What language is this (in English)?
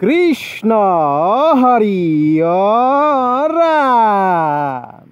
Assamese